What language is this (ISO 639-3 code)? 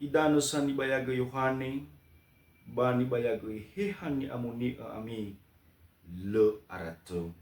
nia